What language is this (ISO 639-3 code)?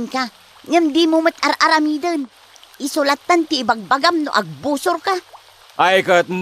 ilo